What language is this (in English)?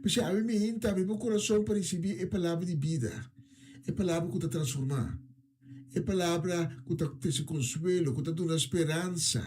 Papiamento